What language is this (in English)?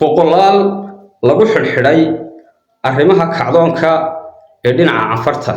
Somali